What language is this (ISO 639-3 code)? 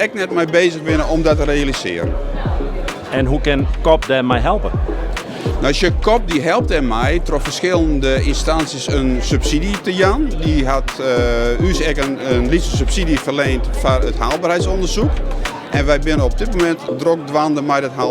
fry